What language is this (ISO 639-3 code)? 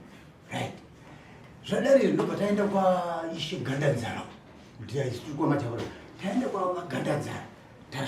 sna